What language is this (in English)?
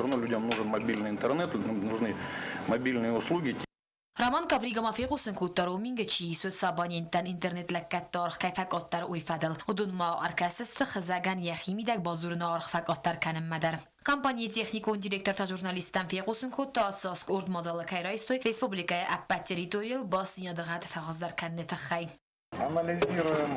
Ossetic